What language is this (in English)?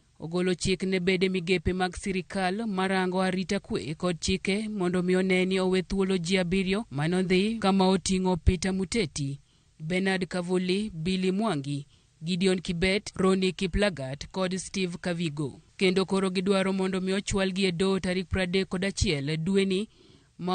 Luo (Kenya and Tanzania)